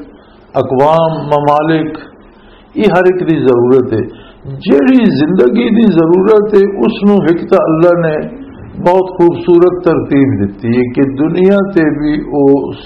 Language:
Western Panjabi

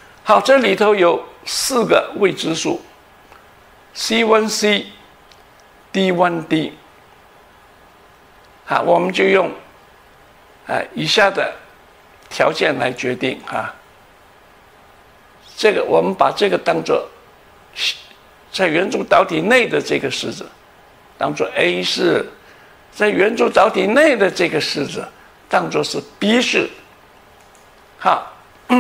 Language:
Chinese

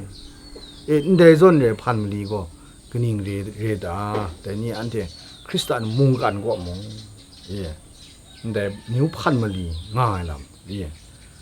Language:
Kachin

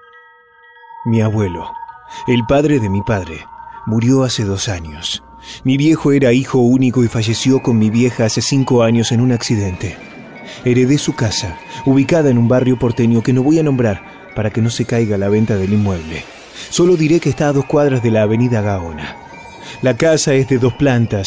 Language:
Spanish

